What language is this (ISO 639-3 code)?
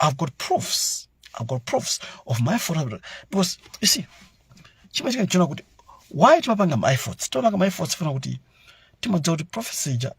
nya